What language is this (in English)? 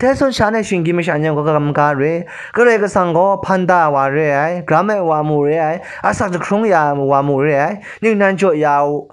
Kachin